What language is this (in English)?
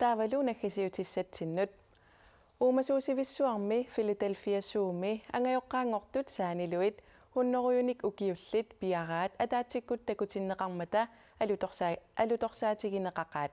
Kalaallisut